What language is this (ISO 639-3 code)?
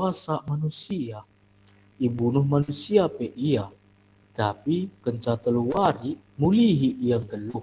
btx